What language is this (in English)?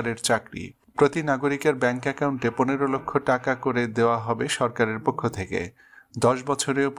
Bangla